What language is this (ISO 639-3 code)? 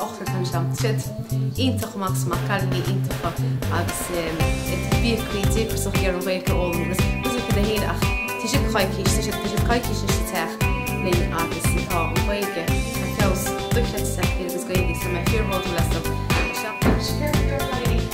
gle